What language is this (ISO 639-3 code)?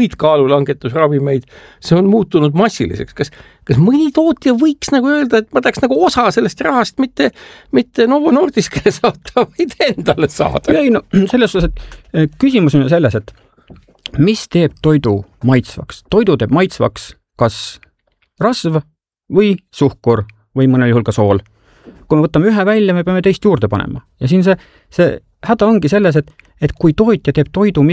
est